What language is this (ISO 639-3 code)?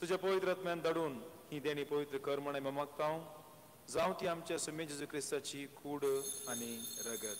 kok